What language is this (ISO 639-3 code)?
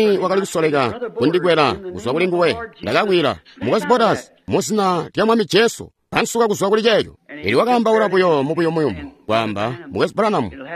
toi